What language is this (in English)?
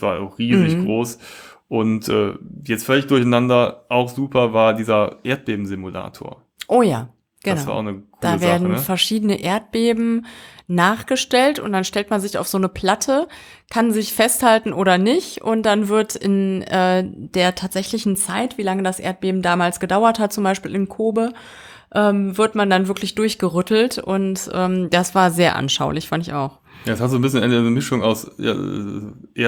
German